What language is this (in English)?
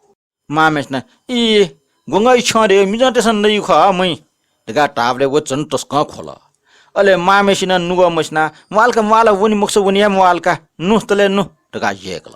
Newari